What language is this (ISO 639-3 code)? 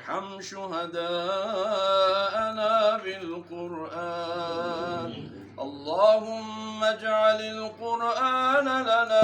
ful